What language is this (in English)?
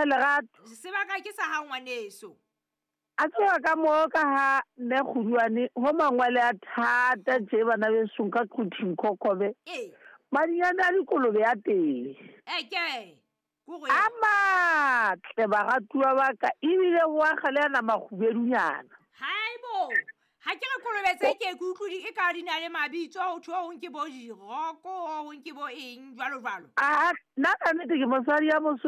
Southern Sotho